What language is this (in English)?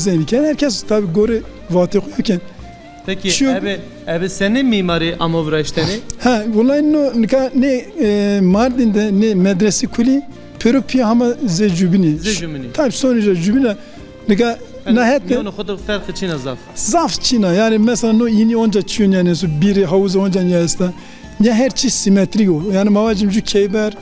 Zaza